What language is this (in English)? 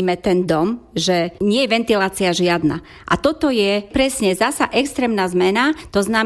Slovak